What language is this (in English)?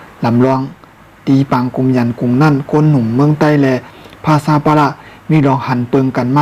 Shan